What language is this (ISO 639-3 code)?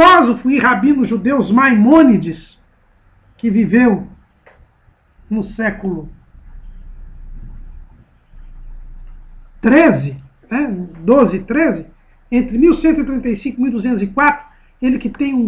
por